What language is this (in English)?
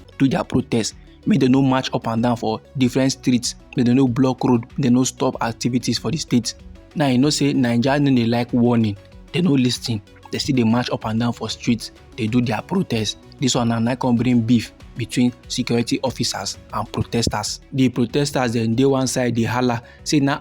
Nigerian Pidgin